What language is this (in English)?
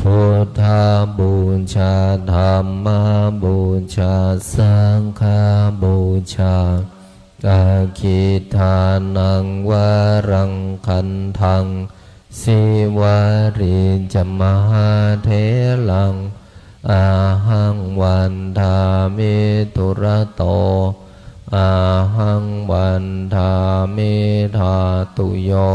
Pali